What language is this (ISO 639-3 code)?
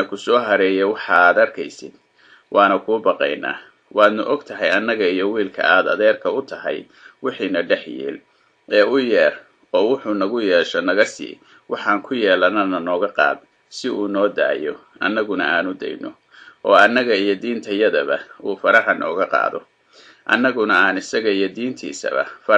som